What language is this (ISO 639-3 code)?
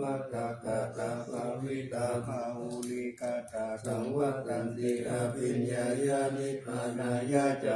pli